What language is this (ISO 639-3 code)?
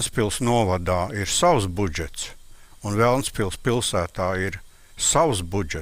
lav